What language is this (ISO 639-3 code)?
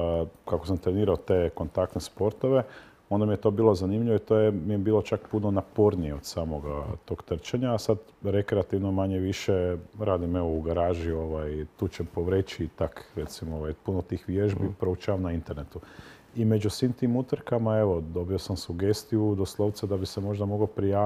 hrv